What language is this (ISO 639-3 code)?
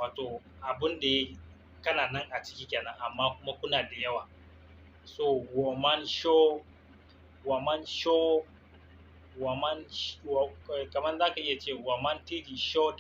hau